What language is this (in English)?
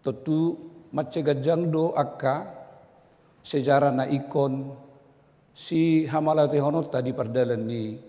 Batak Toba